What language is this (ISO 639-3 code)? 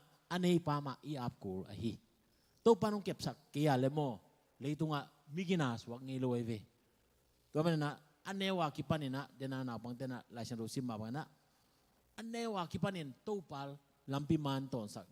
ctd